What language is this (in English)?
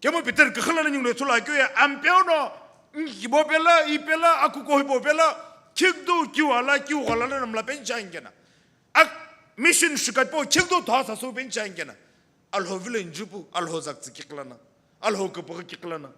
Sumi Naga